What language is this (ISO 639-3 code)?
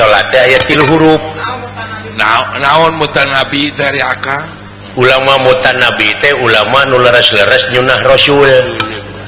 sun